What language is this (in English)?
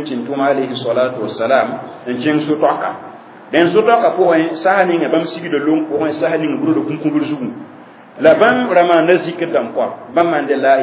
Mossi